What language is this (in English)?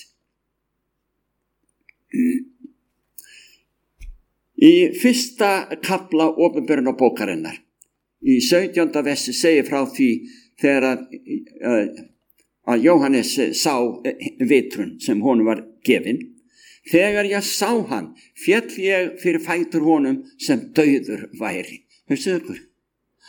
Icelandic